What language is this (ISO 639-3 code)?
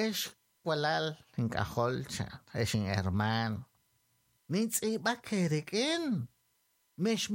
kek